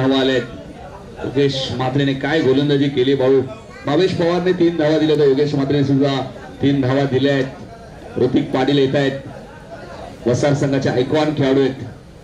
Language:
Marathi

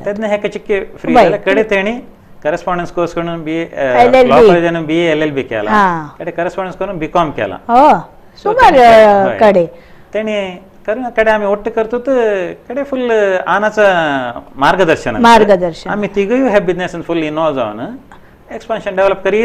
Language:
Konkani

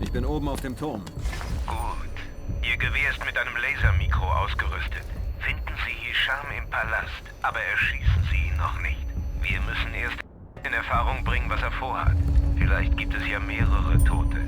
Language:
Bavarian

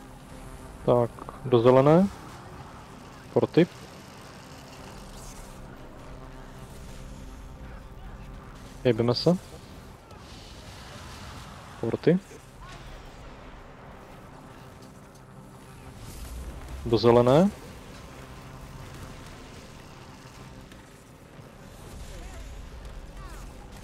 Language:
Czech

